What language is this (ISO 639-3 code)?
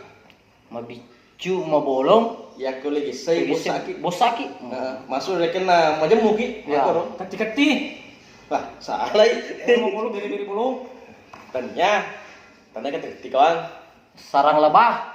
bug